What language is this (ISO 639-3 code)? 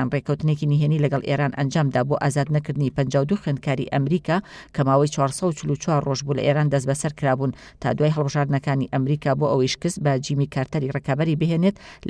ckb